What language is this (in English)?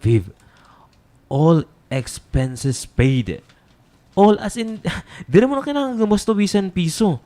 Waray